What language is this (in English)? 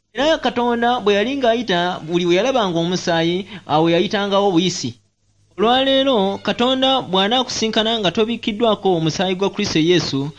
Ganda